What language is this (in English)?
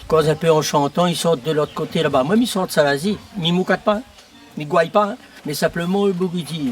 Réunion Creole French